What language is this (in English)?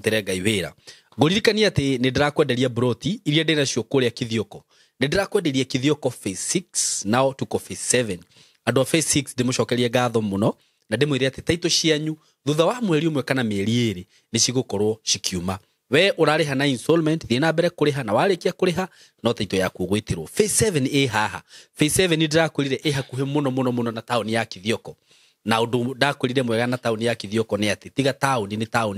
Kikuyu